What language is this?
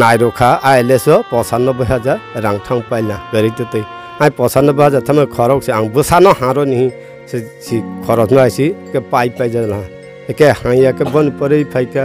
Kok Borok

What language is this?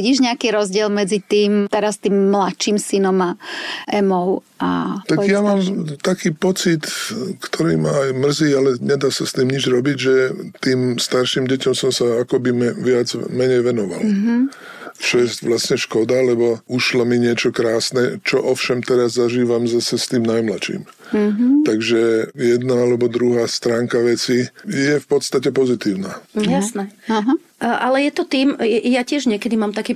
Slovak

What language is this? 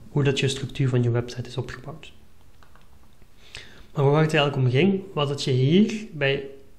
Dutch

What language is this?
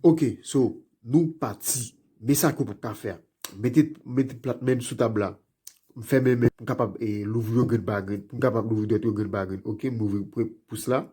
Haitian Creole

